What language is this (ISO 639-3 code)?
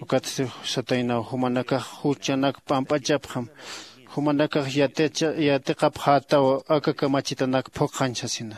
aym